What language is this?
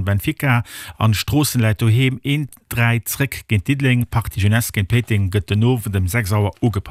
Luxembourgish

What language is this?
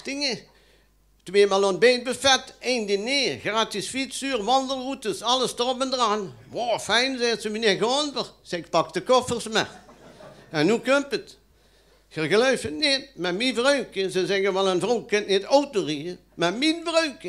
Limburgish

